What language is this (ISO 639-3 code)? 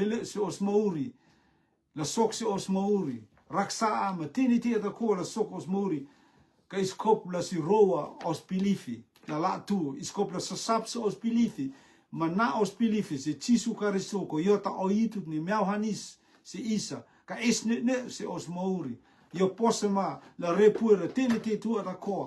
rtm